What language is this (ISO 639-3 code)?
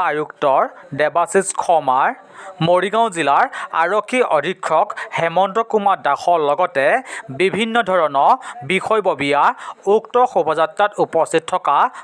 asm